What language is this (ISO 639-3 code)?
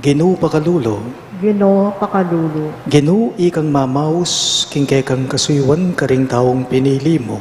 pam